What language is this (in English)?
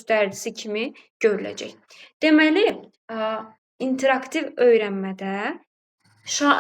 Azerbaijani